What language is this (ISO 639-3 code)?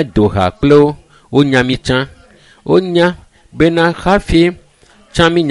ewe